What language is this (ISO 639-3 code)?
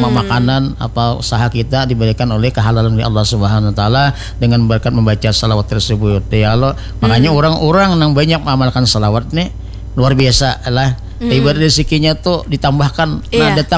bjn